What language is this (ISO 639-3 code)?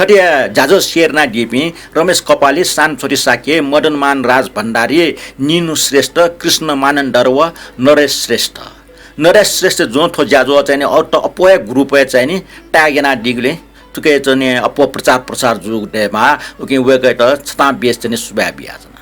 new